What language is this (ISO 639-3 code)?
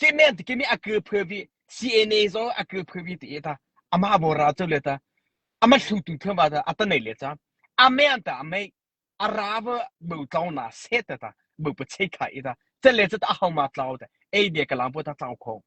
mrh